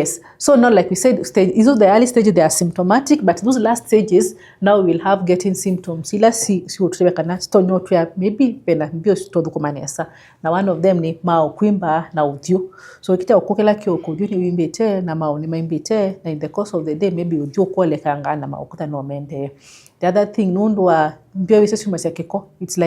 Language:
Kamba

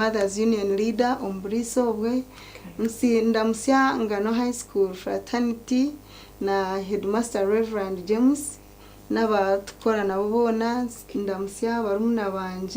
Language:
Nyankole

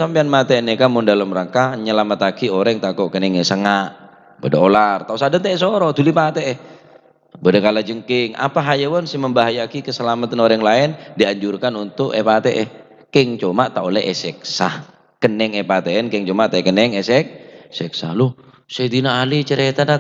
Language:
Madurese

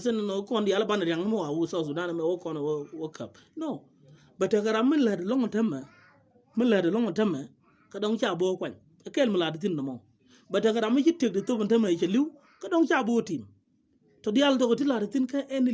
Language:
Nuer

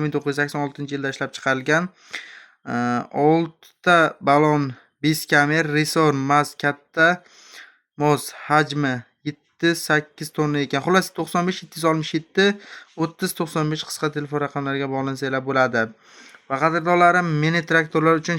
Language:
Uzbek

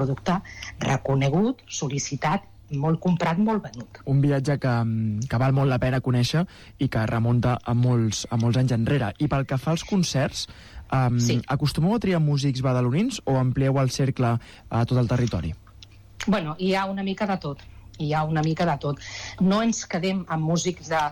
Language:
Catalan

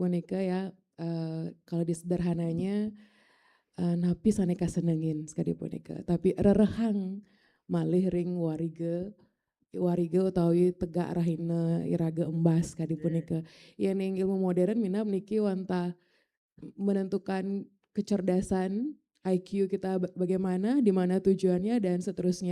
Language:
Balinese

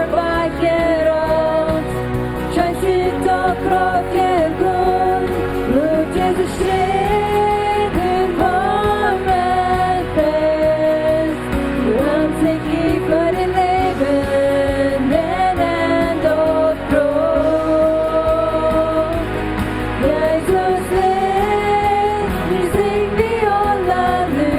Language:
Plautdietsch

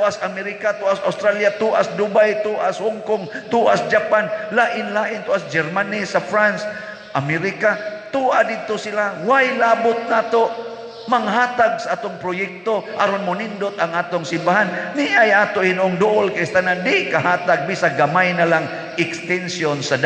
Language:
Cebuano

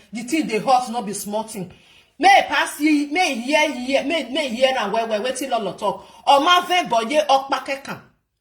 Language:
Nigerian Pidgin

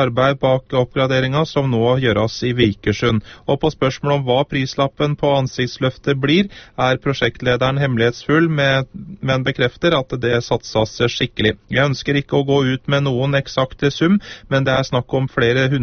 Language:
Norwegian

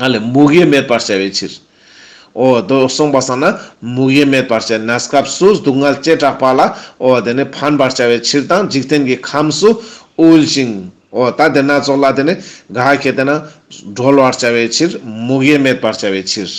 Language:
Ladakhi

